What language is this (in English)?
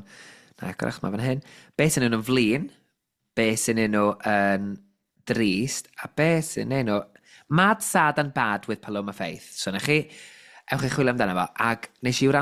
Welsh